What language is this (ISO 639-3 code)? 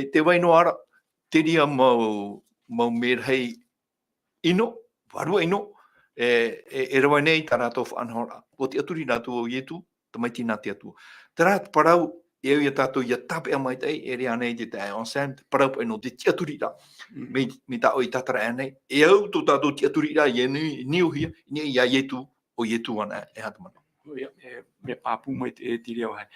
tah